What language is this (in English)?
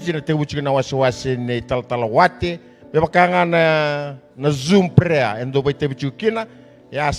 Fijian